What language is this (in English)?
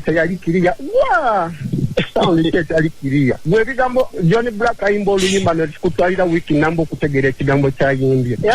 Ganda